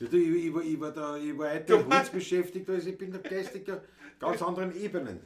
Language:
Bavarian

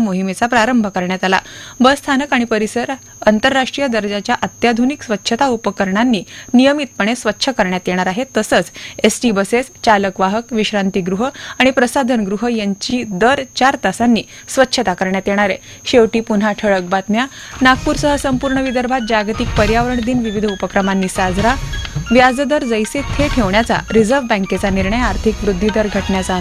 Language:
Marathi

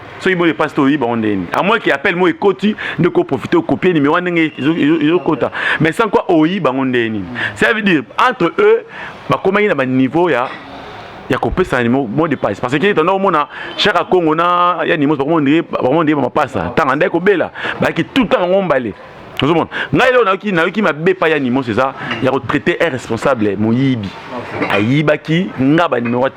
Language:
Lingala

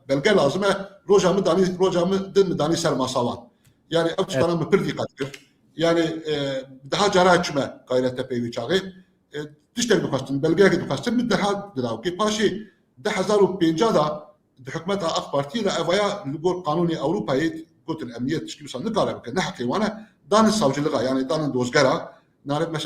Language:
Kurdish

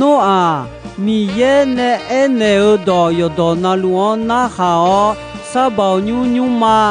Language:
Akha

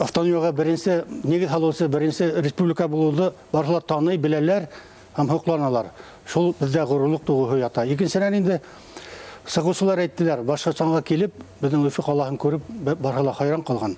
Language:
Bashkir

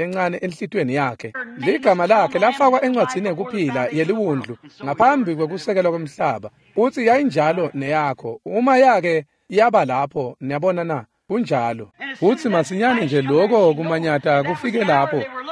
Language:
Swati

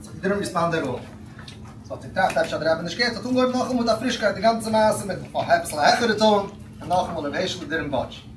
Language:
Yiddish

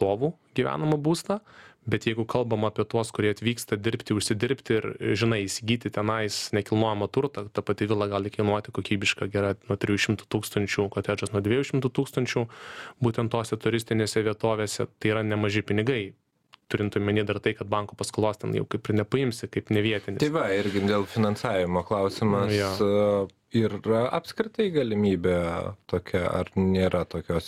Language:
Lithuanian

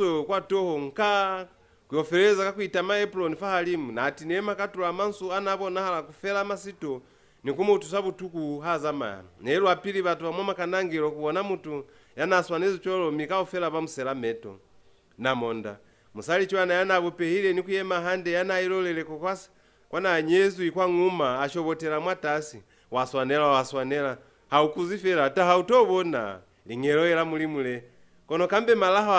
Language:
Lozi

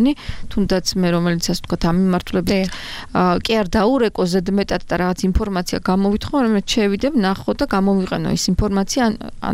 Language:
Georgian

